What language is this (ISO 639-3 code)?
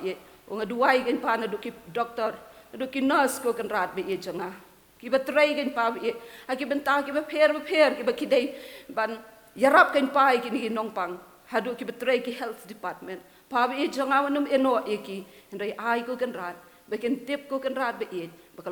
kha